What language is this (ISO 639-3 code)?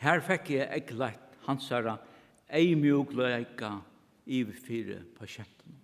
fao